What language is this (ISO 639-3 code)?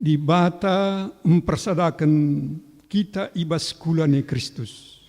btx